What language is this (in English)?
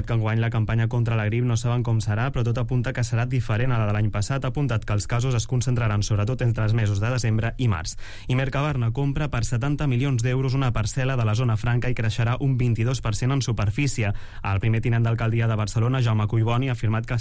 Catalan